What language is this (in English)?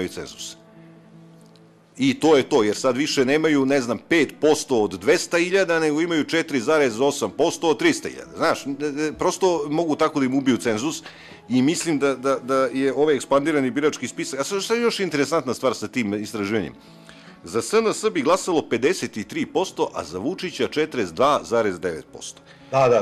Serbian